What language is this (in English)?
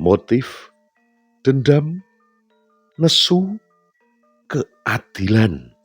Javanese